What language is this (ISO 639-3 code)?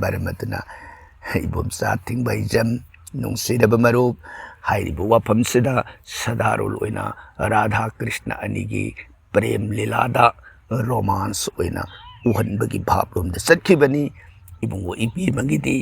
mni